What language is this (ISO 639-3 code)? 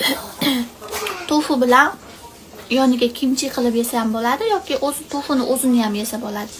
uzb